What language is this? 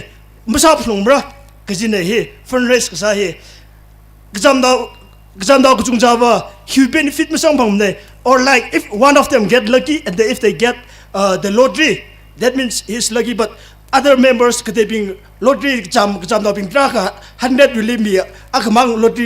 Tangkhul Naga (India)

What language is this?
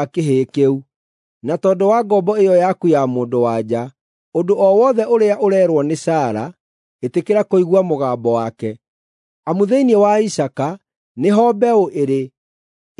Kikuyu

